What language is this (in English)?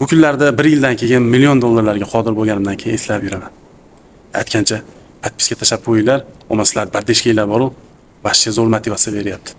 Uzbek